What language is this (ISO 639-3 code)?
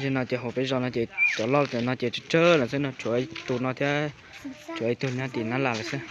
hmn